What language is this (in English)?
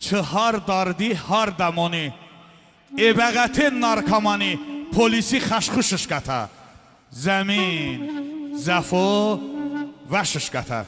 Talysh